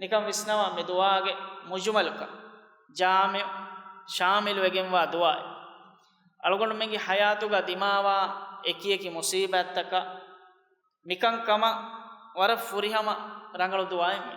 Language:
Divehi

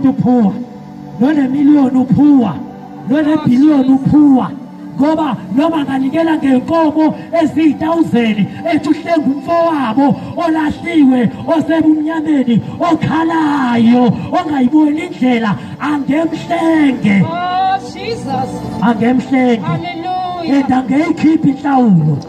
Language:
Zulu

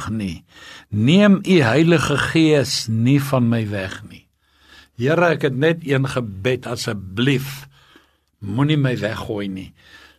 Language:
Afrikaans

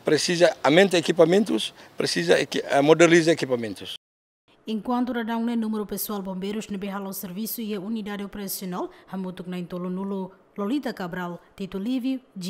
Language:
Tetum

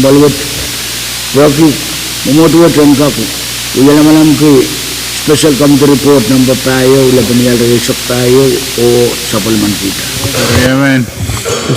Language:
Pohnpeian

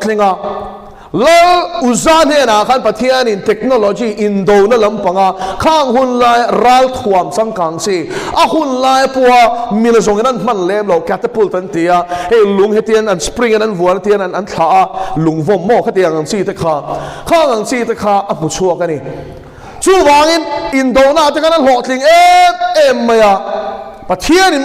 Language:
Mizo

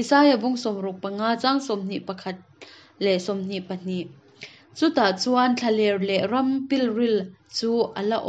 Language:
Hakha Chin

